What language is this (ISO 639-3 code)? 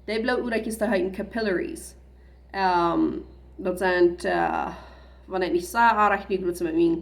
pdt